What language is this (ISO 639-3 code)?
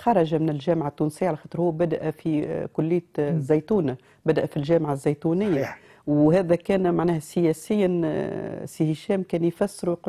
aeb